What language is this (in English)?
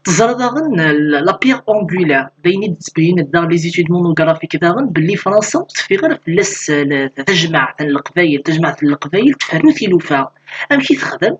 Kabyle